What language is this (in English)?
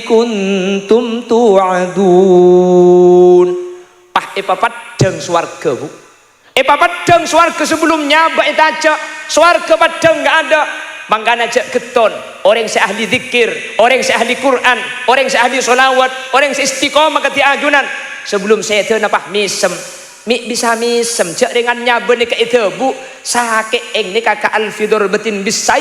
Madurese